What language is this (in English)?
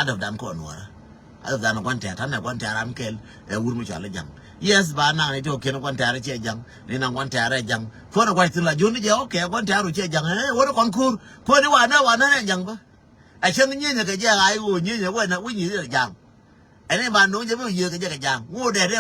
Nuer